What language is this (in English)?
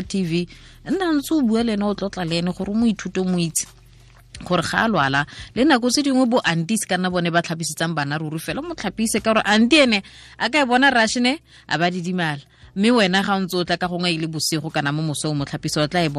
Tswana